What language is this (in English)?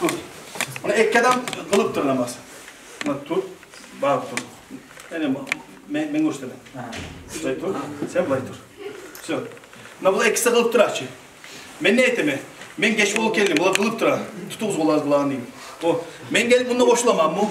Kumyk